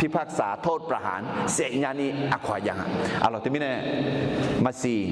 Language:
Akha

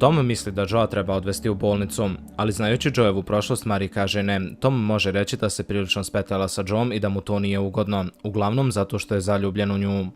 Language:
Bosnian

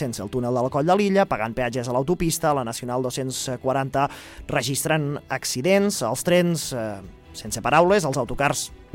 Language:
Catalan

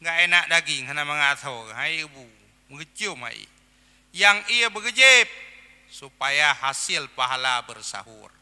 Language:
Achinese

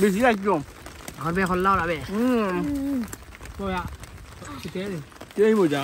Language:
Sylheti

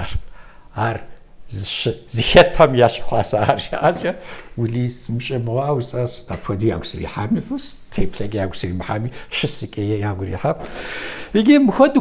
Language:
Kabardian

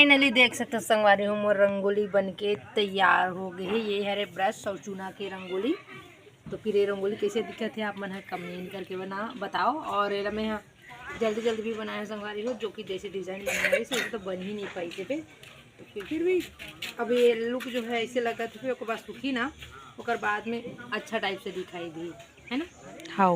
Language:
Chhattisgarhi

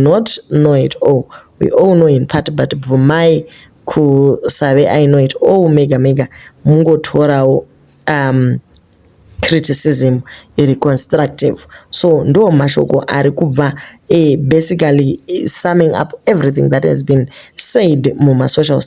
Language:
Shona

